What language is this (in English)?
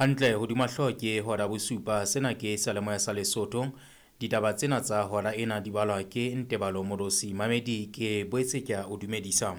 Southern Sotho